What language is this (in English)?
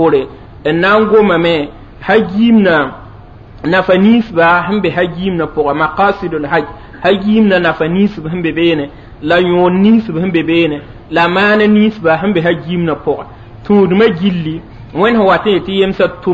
Mossi